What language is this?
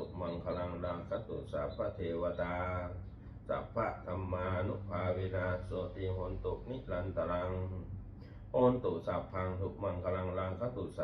Pali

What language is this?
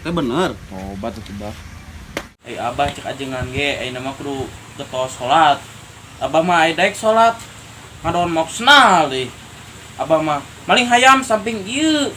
Sundanese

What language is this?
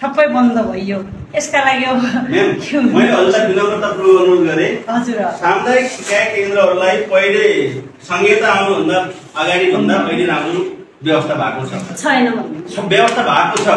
Nepali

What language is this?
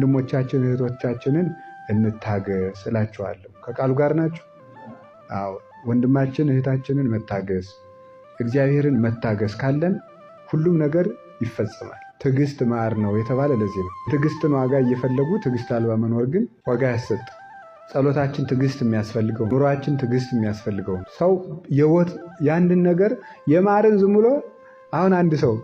Amharic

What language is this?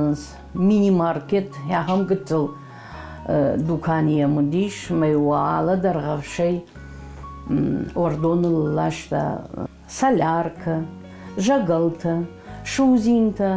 Ossetic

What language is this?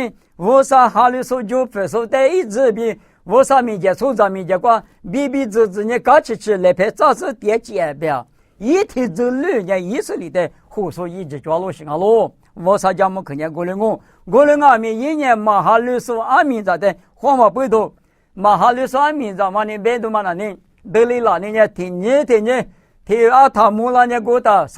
Lisu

